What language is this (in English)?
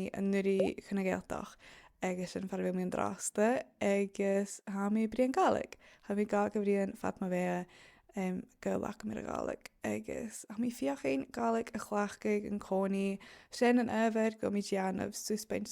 Scottish Gaelic